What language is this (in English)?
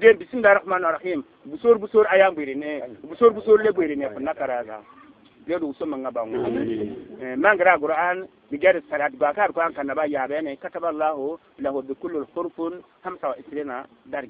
Bissa